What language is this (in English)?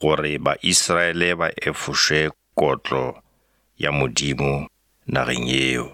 Northern Sotho